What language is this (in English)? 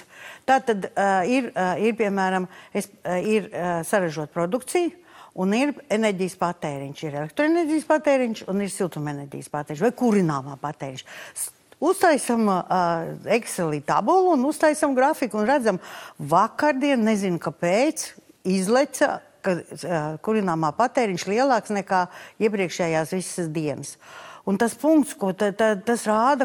Latvian